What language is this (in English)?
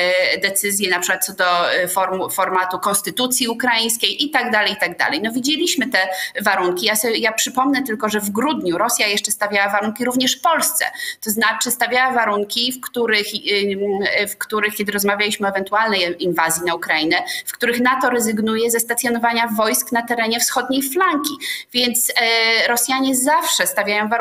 Polish